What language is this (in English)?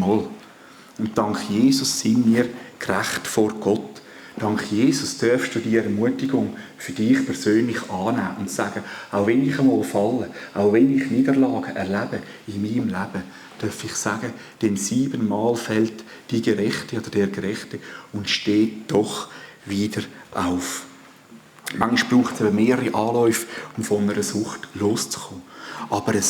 Swiss German